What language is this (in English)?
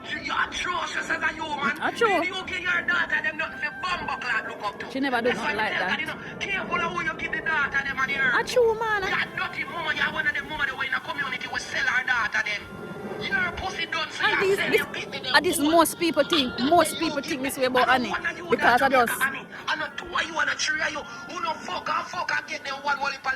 Jamaican Creole English